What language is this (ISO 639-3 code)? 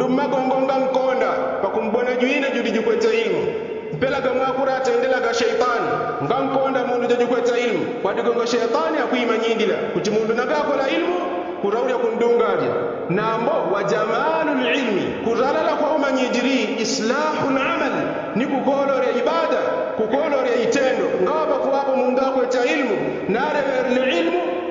yao